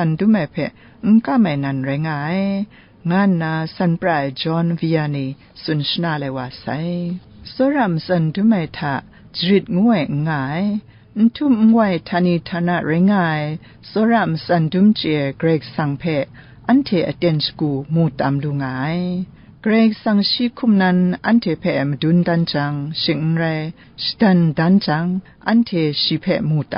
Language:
Kachin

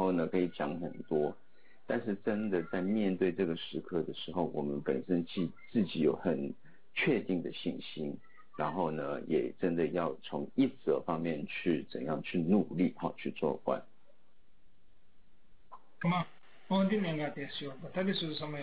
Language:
Chinese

